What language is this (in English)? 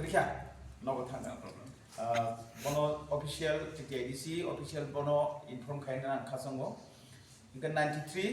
Kok Borok